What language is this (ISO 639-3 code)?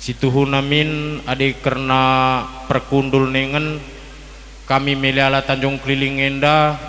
btx